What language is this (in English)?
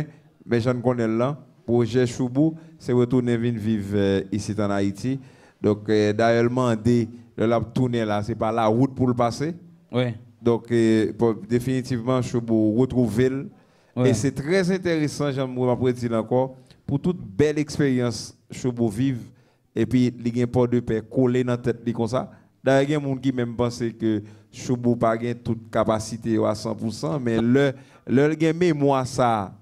Haitian Creole